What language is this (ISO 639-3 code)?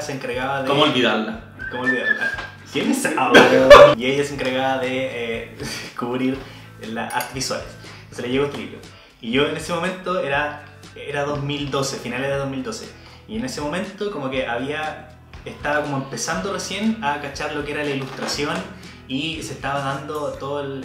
spa